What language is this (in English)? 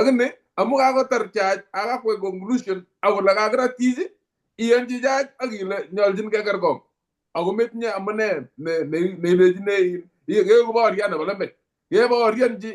Kalenjin